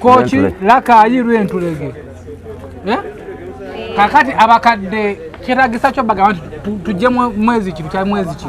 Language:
Ganda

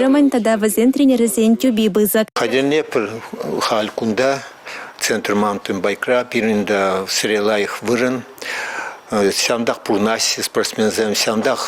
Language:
Chuvash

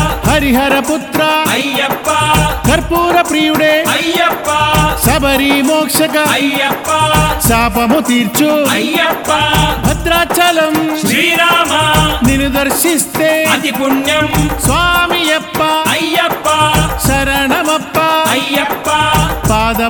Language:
Telugu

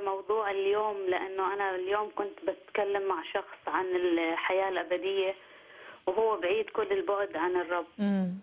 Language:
Egyptian Arabic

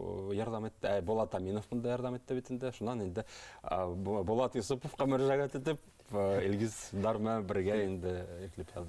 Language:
Bashkir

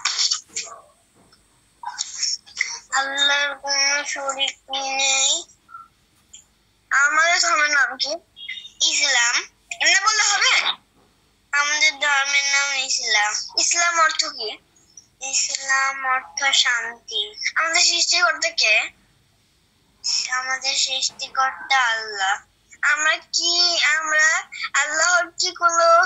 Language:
Bangla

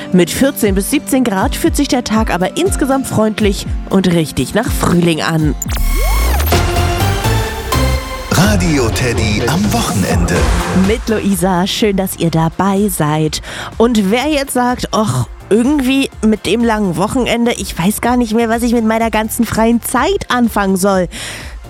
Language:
German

